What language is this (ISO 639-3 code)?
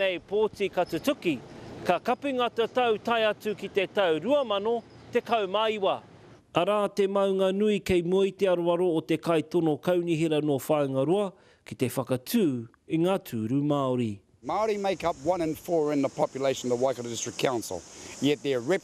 mri